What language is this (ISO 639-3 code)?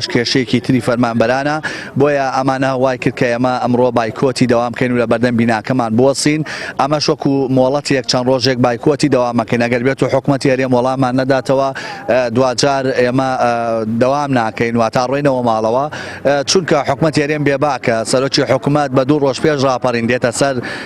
ckb